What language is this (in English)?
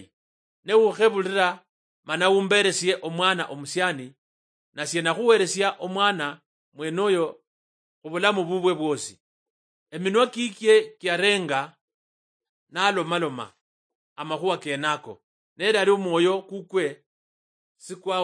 Luyia